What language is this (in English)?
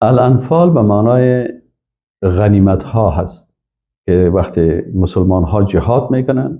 Persian